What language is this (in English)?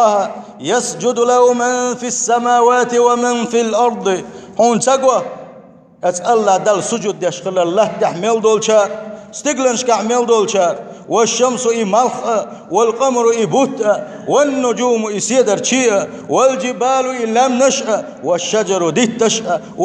Chechen